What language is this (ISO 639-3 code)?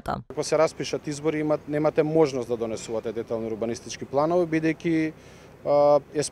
mkd